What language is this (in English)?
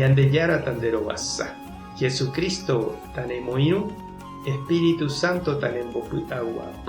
Guarani